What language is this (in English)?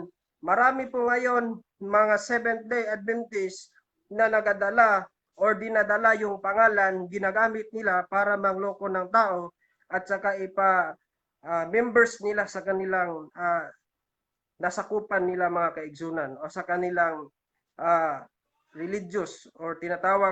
Cebuano